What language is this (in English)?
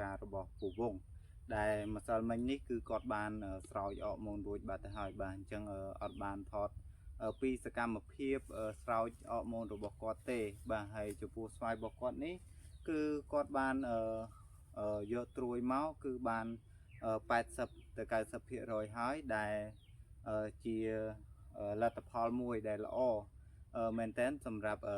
Khmer